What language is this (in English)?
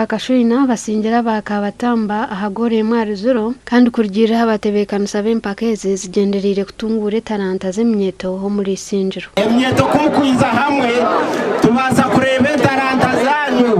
Nyankole